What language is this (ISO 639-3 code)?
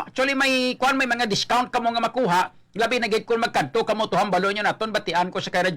hil